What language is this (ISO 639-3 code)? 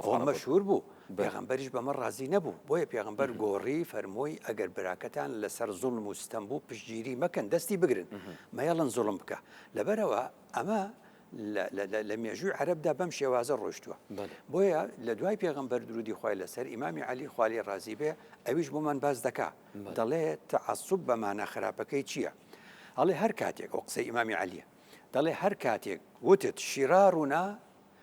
ckb